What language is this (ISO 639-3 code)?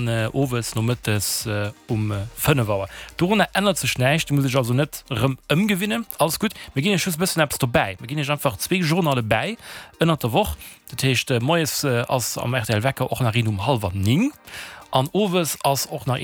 ltz